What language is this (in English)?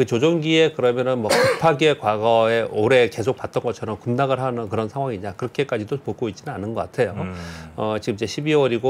Korean